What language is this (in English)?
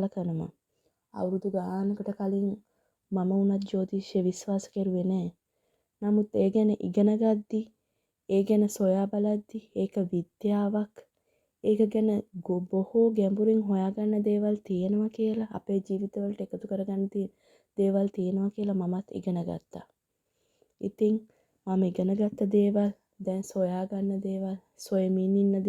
Sinhala